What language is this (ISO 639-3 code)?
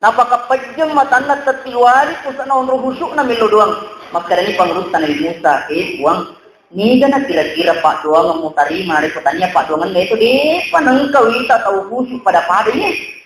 bug